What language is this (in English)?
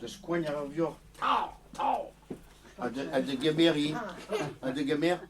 Breton